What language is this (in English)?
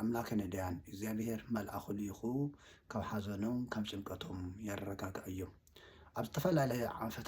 Tigrinya